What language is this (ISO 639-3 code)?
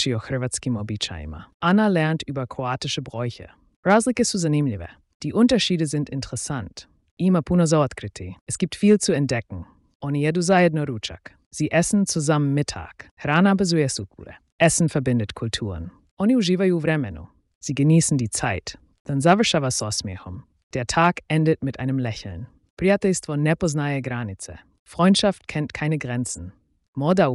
slv